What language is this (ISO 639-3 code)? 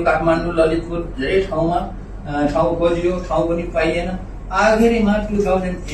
nep